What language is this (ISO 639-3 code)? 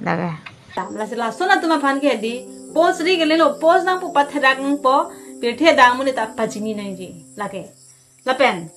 mjw